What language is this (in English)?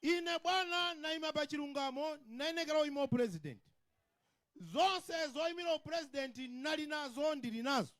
Nyanja